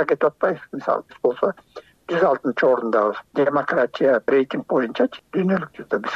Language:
Kyrgyz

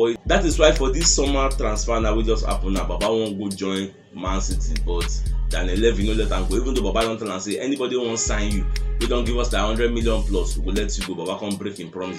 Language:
Nigerian Pidgin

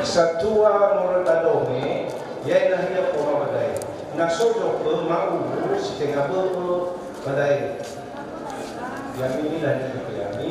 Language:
Nias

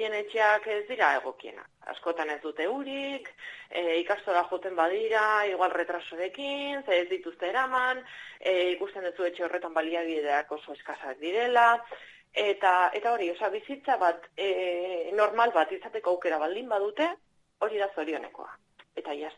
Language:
Basque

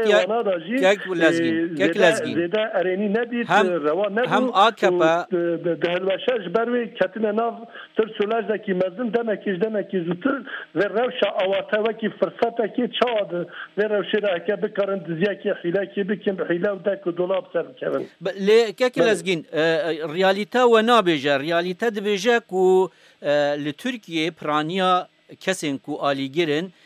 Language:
Kurdish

